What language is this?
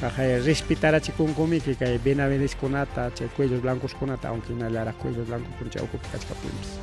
Ayacucho Quechua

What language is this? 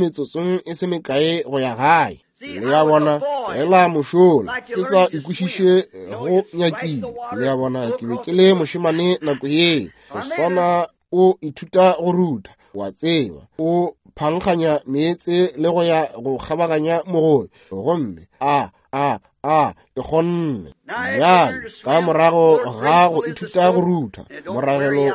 Northern Sotho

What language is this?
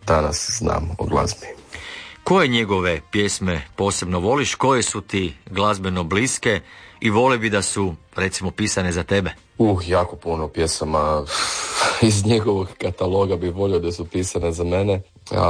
Croatian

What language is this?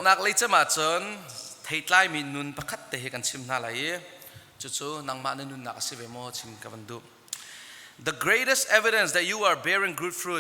Hakha Chin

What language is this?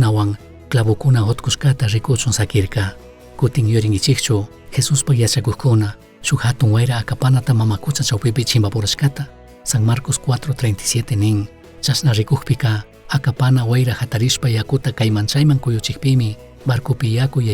Chimborazo Highland Quichua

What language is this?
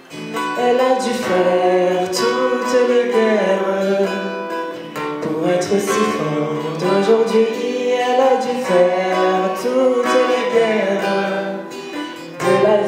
French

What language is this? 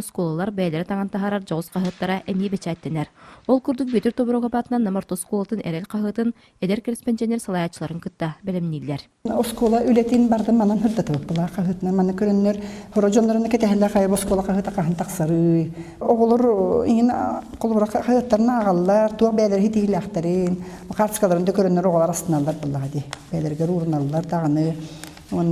Yakut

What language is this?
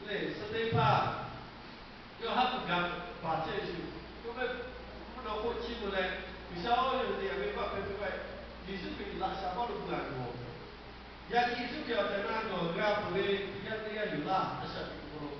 Lahu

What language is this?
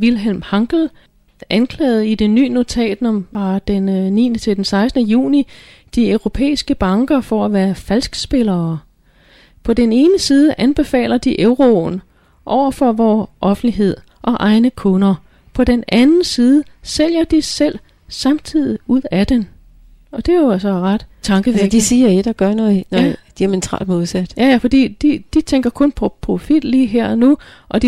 Danish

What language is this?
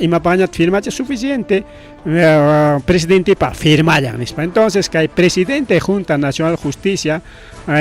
Ayacucho Quechua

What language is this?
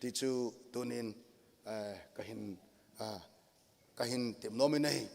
Thado Chin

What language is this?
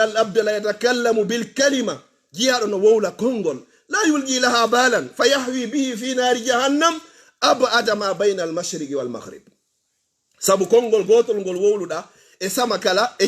Fula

